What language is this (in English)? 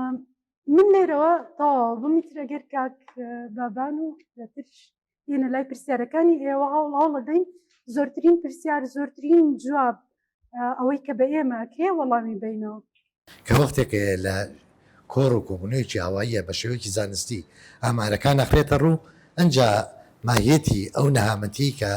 Central Kurdish